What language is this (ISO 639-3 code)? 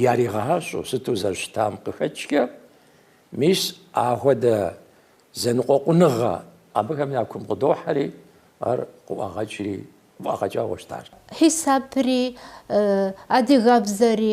kbd